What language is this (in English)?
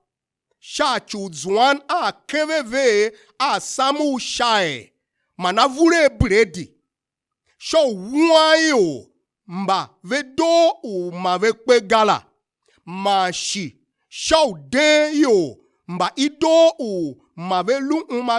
Tiv